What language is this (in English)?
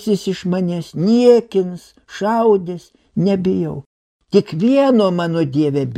Lithuanian